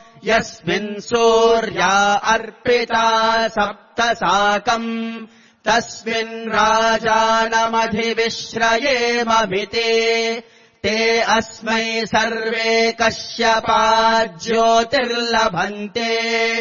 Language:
Sanskrit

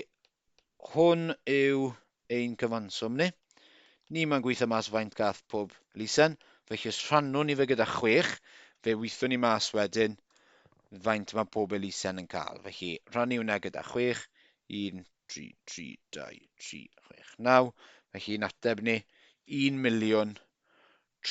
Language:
Welsh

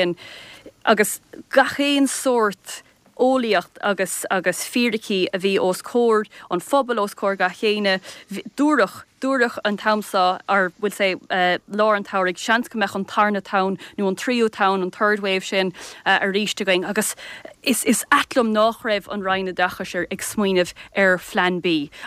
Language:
Irish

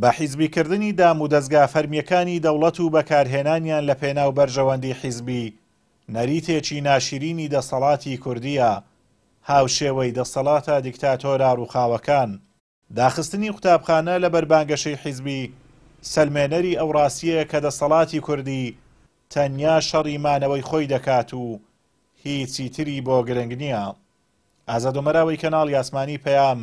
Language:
Central Kurdish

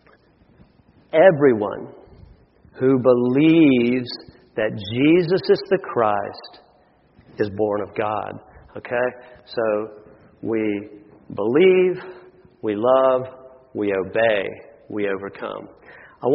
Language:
English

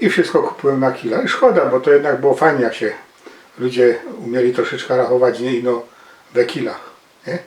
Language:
Silesian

